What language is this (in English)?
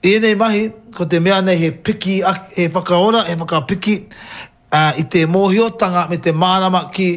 Māori